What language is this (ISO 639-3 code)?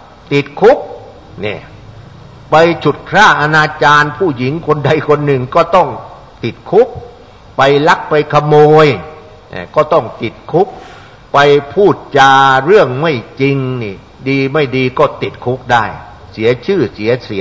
tha